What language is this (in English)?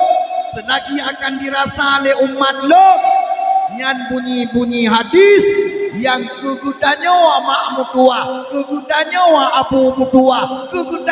Achinese